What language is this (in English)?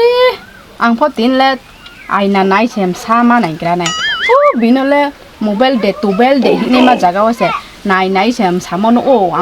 Riang (India)